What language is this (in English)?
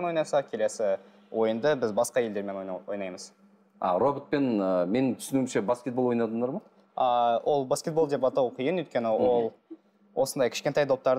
Kazakh